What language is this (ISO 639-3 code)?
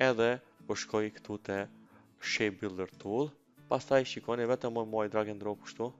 sqi